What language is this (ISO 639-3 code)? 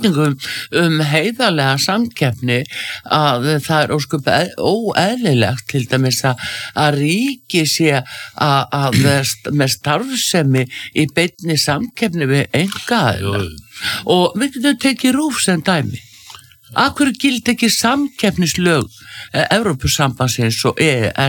isl